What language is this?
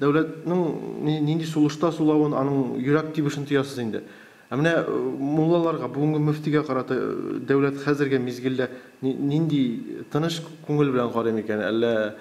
Tatar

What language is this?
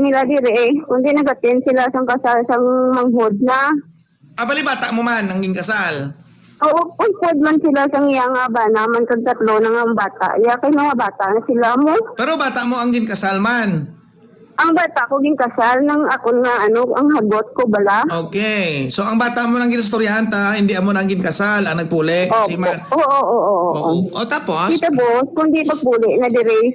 Hiligaynon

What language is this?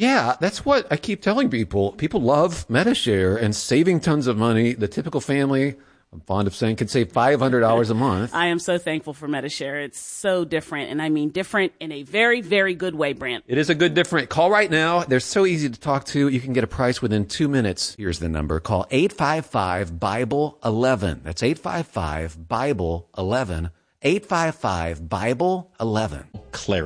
English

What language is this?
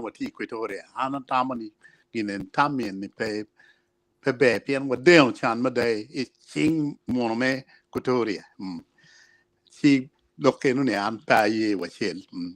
Acoli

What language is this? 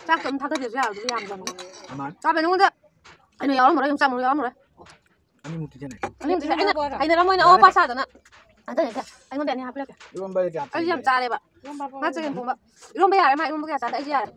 Manipuri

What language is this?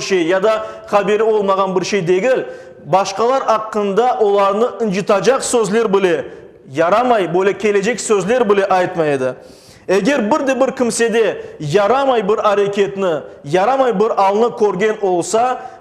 Crimean Tatar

